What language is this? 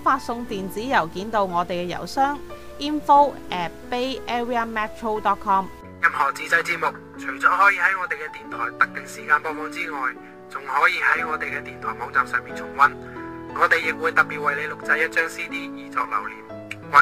Cantonese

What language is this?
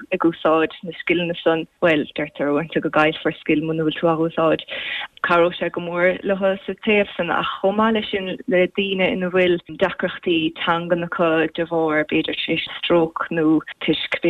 Irish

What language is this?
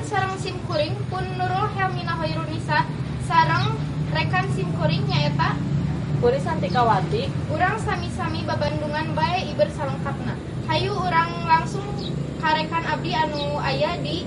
Sundanese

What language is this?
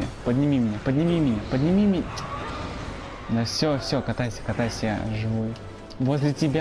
Russian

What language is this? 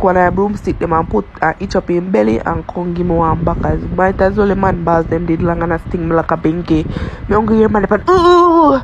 Jamaican Creole English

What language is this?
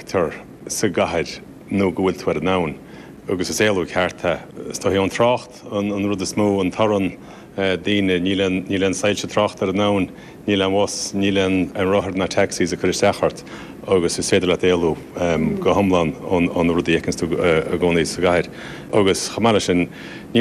Irish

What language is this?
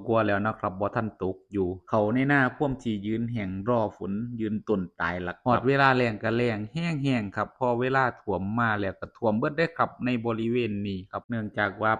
Northeastern Thai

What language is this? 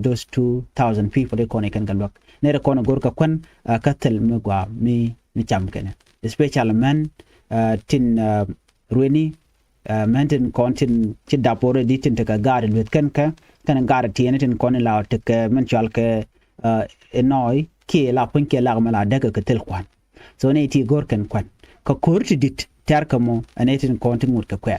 Nuer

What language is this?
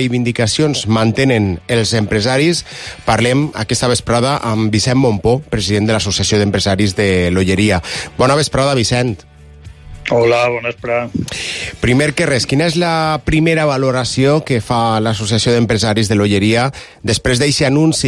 Catalan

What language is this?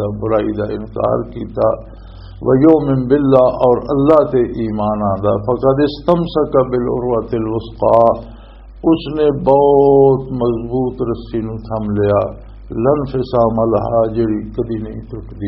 Western Panjabi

